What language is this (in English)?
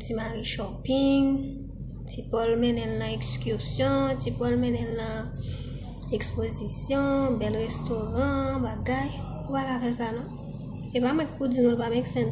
Haitian Creole